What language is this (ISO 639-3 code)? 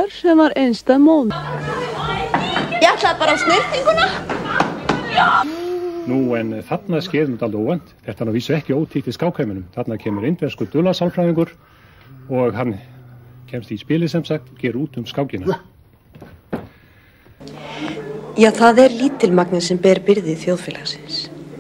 isl